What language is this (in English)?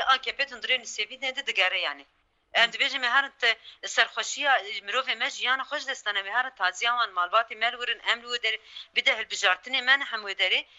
Kurdish